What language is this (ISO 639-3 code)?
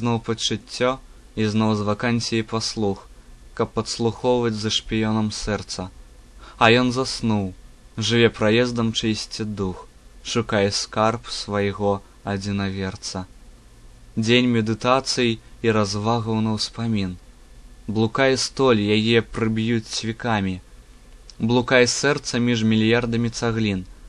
bel